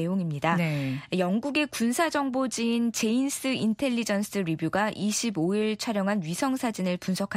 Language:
Korean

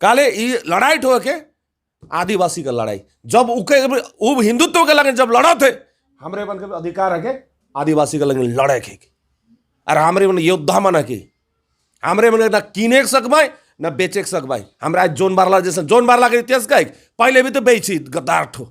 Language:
Sadri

